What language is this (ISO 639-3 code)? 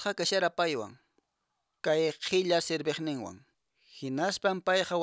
que